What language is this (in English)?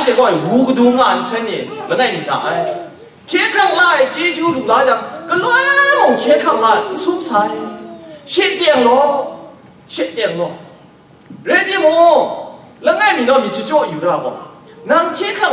Kachin